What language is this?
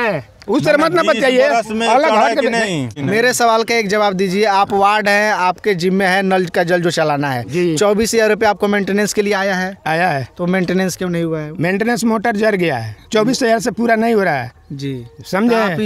Bhojpuri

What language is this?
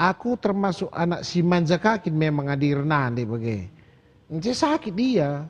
Batak Karo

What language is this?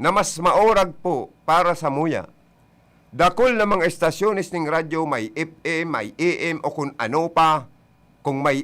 Bikol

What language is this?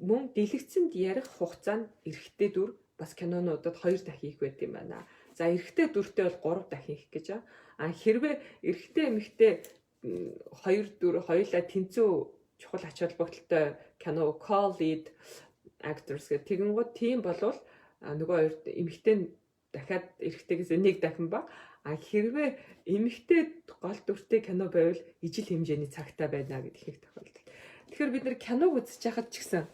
Mongolian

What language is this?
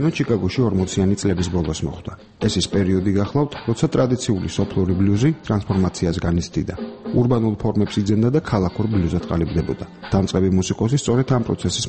Georgian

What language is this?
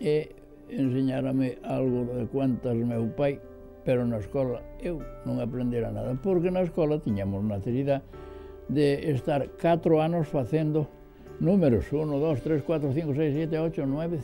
Galician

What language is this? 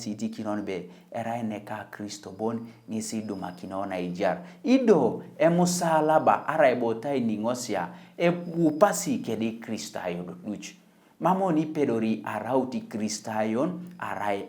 Teso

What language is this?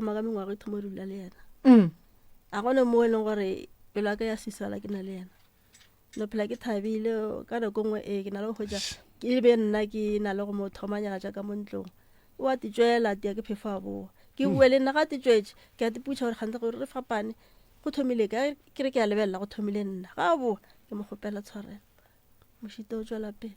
Northern Sotho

